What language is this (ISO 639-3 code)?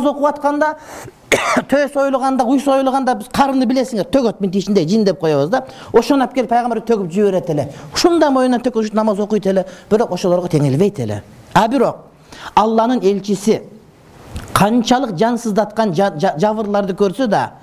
kir